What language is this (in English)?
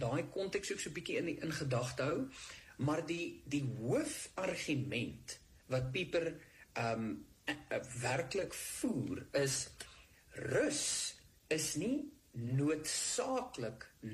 Afrikaans